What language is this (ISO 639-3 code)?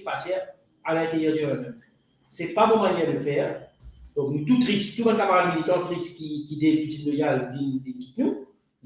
mfe